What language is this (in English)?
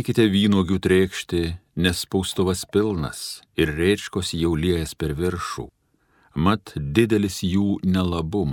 Lithuanian